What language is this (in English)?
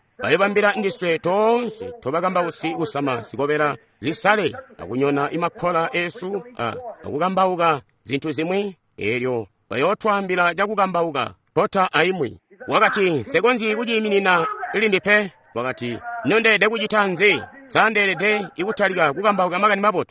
Tonga (Zambia)